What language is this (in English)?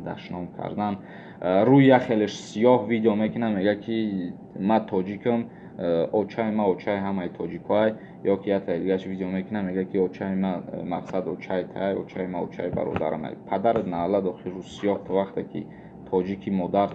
Tajik